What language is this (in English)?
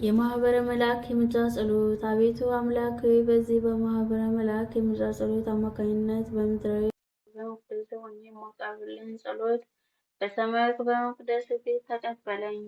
Amharic